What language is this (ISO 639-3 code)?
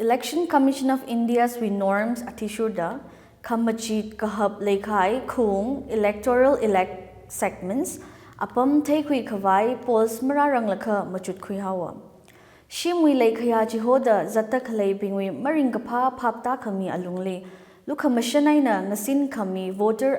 nmf